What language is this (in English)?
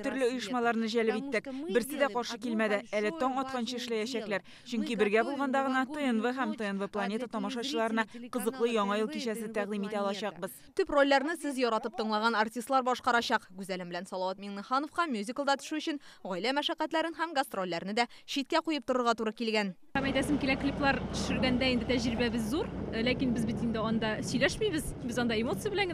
Tatar